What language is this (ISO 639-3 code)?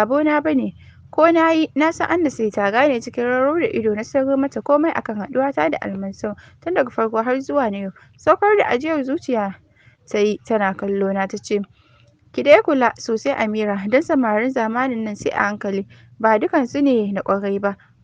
hau